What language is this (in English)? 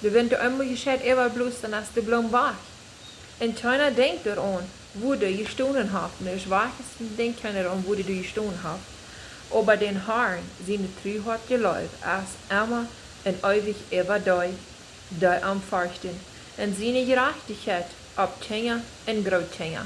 Plautdietsch